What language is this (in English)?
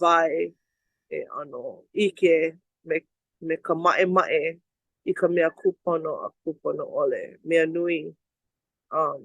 Hawaiian